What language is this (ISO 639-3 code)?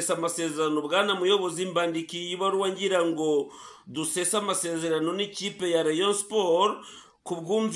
kin